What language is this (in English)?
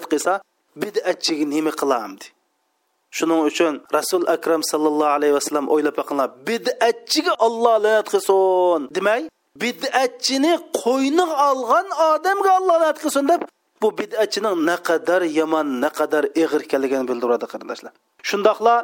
Uyghur